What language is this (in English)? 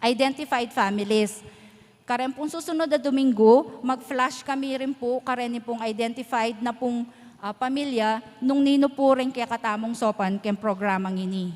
Pampanga